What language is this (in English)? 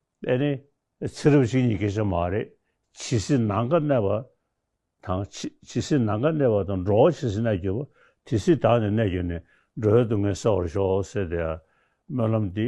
Tibetan